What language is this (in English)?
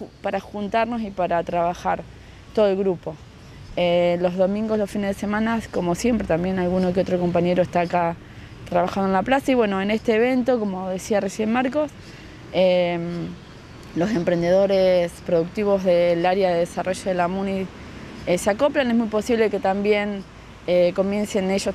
Spanish